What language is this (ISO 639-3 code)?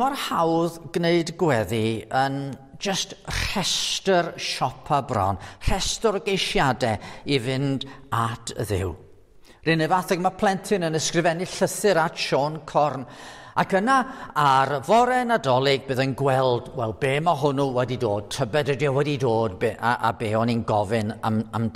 cym